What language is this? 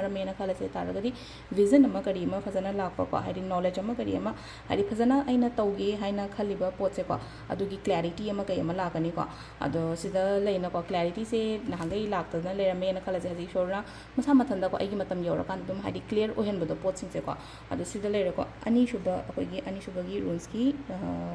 Manipuri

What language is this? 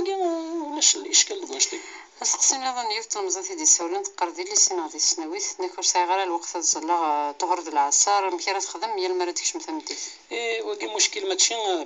Kabyle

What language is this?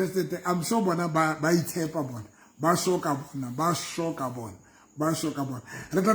Southern Sotho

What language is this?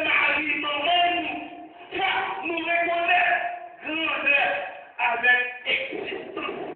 Haitian Creole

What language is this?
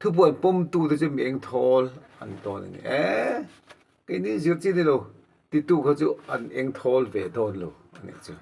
Mizo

